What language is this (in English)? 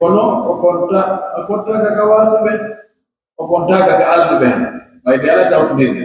Pular